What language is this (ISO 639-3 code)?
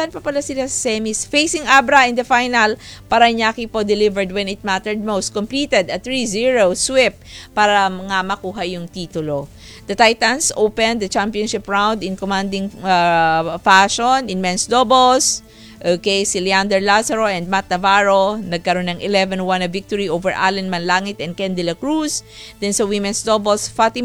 fil